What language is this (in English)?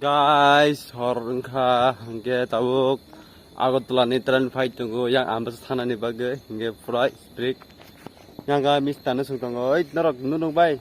Kok Borok